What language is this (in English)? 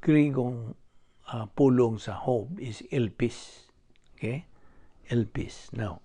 Cebuano